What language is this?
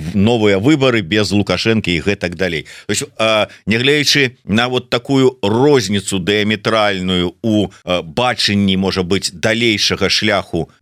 Belarusian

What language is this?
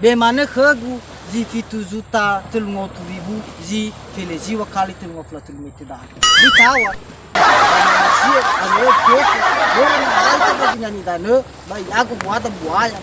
Nias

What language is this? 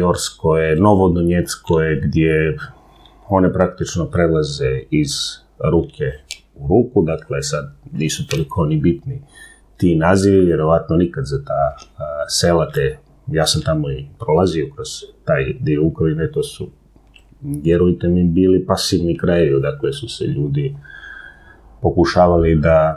Serbian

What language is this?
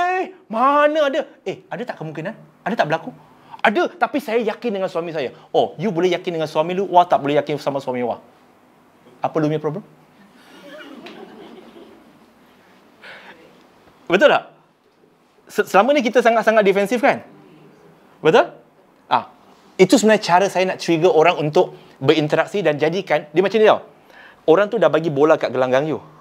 Malay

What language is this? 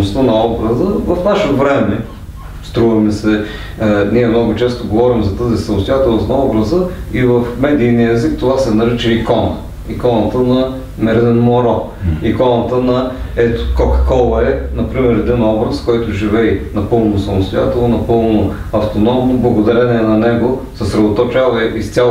Bulgarian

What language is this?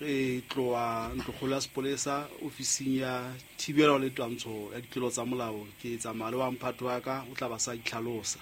Southern Sotho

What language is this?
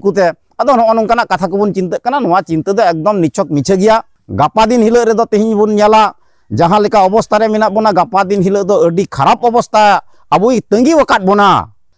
Santali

